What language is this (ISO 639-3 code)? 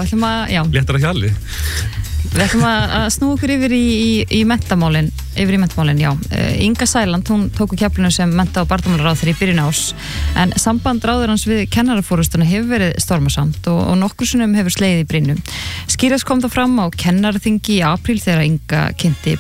isl